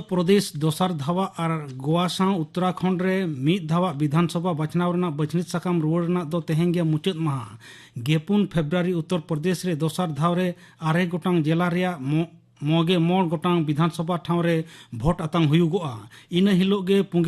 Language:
Santali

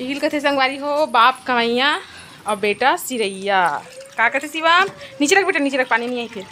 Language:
Chhattisgarhi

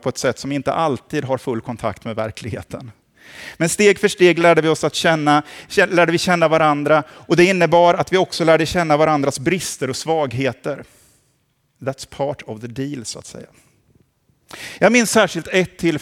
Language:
Swedish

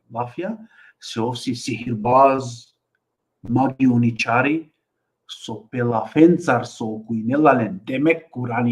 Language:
Balkan Romani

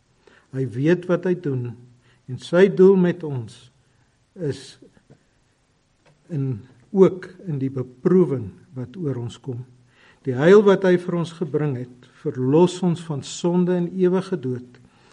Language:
Afrikaans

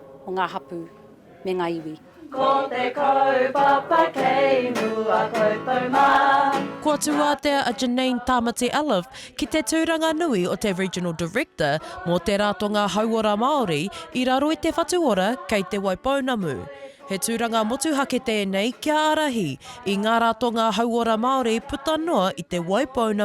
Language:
Māori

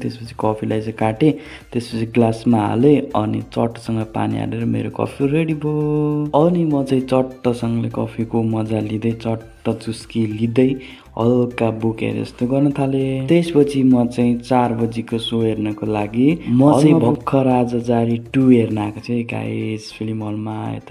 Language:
Nepali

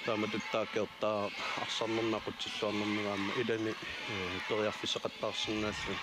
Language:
Kalaallisut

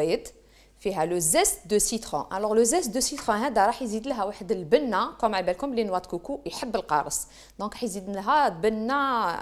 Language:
Algerian Arabic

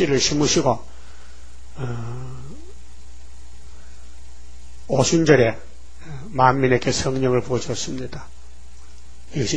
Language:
Korean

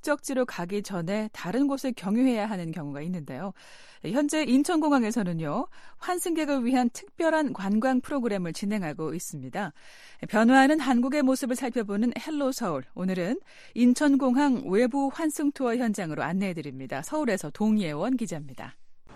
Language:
Korean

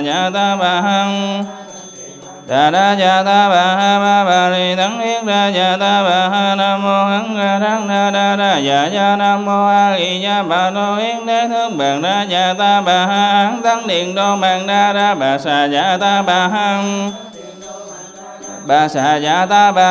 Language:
Vietnamese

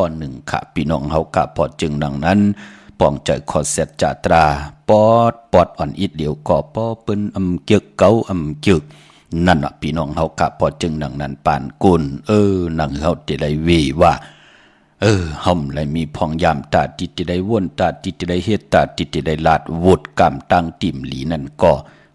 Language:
Shan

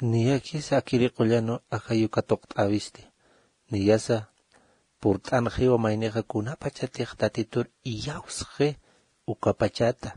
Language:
Aymara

